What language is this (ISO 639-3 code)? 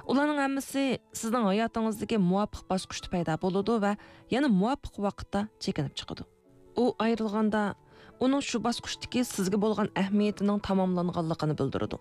uig